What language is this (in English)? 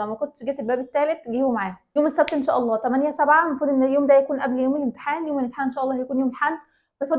Egyptian Arabic